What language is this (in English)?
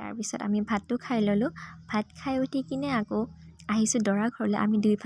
Assamese